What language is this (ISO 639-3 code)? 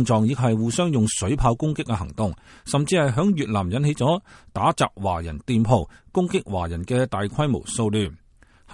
yue